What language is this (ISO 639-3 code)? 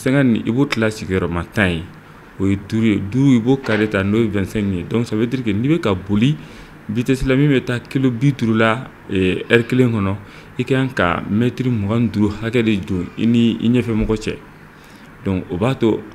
bam